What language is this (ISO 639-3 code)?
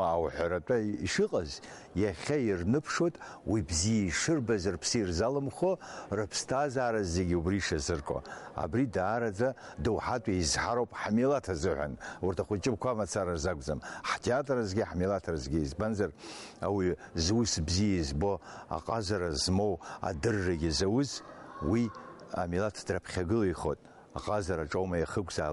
abk